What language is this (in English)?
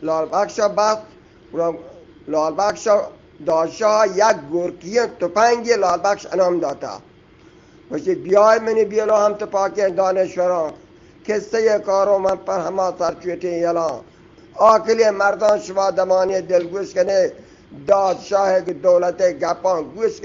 Eastern Balochi